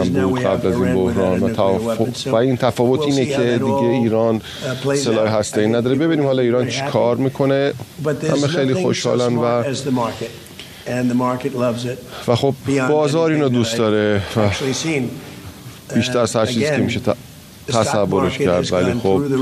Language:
Persian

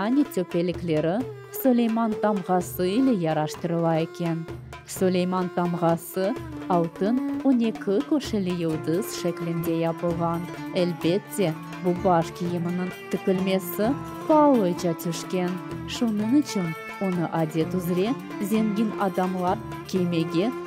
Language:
Crimean Tatar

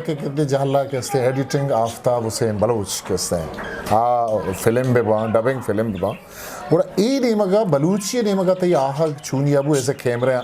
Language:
Eastern Balochi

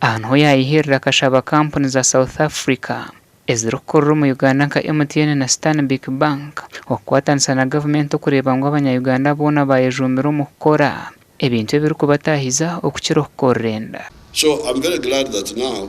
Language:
Nyankole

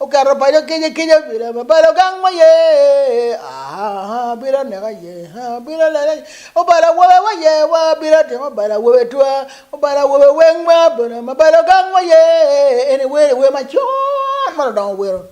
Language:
Acoli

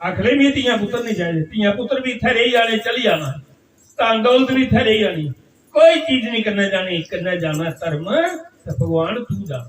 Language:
Dogri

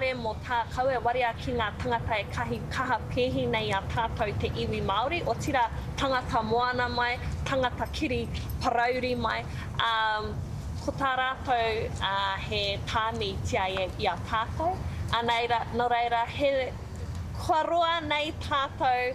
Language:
Māori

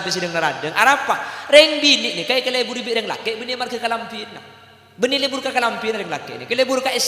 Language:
Madurese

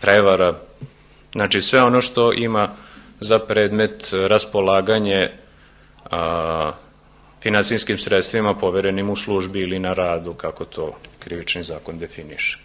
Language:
Serbian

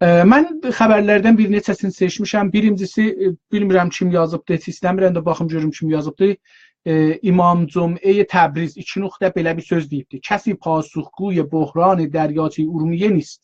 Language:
South Azerbaijani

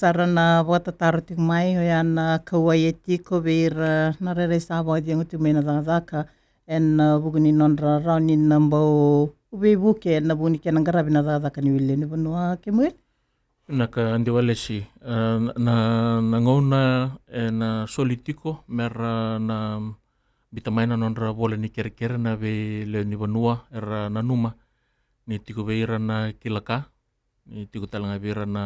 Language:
Fijian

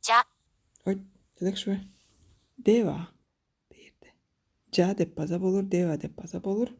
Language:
Tuvinian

